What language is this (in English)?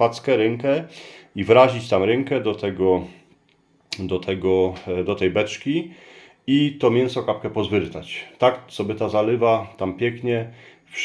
Silesian